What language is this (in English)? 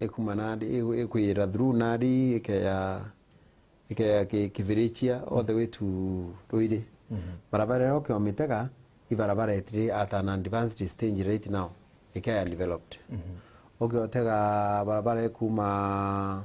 Meru